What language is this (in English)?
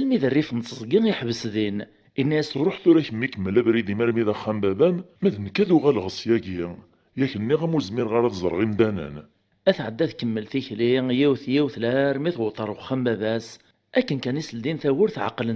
Kabyle